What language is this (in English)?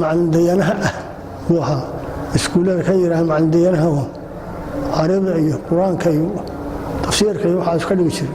Somali